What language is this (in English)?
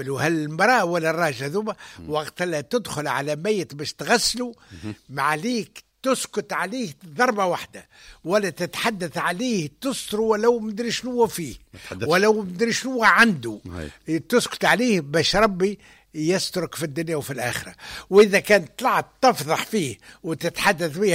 Tunisian Arabic